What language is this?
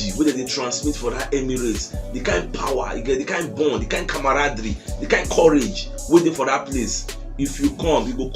Nigerian Pidgin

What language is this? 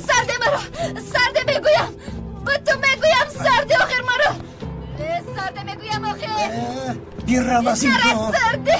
Tajik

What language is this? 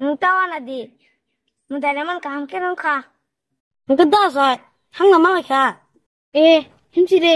Kok Borok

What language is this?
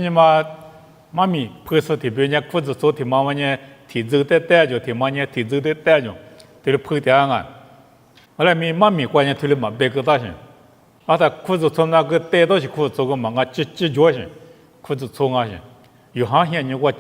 Lisu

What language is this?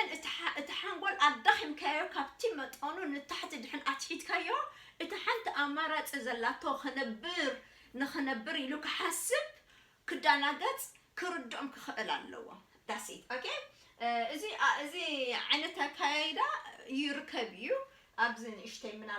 Tigrinya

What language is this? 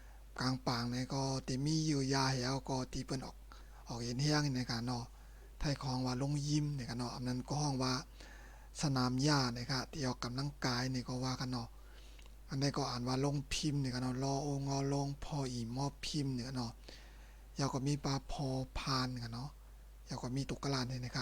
Shan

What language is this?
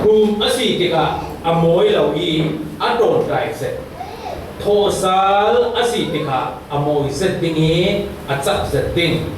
Falam Chin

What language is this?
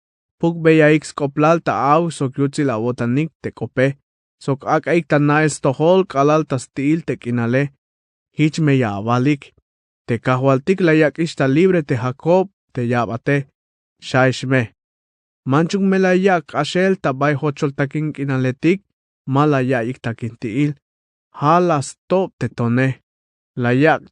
Tzeltal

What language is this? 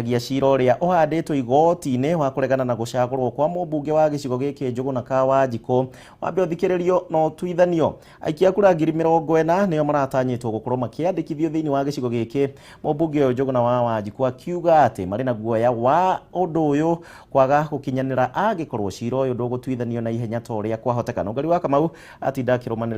Kikuyu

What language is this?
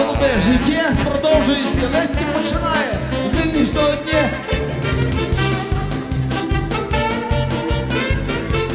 Ukrainian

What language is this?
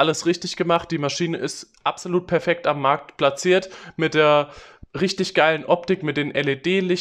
German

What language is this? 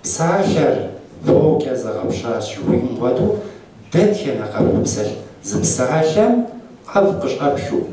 Kabardian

